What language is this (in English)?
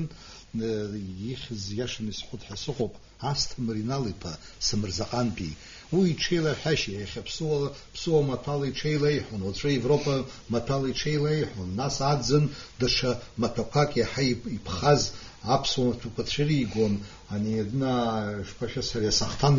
Abkhazian